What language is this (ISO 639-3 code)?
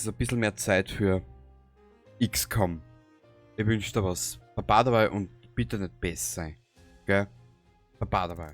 bar